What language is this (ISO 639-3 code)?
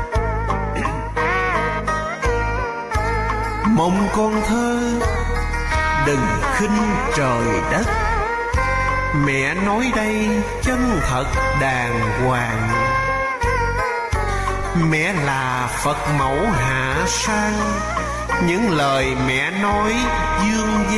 vie